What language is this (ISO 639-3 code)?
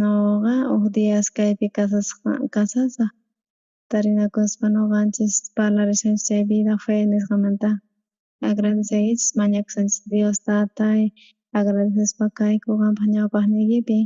quh